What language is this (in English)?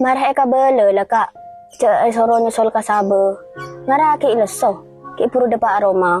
Madurese